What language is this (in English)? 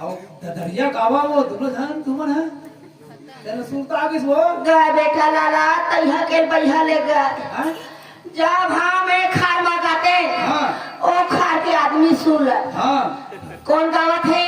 Chhattisgarhi